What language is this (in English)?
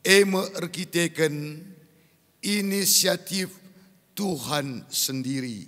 Batak Karo